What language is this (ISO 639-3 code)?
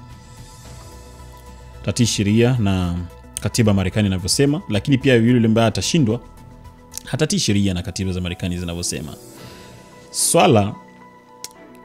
swa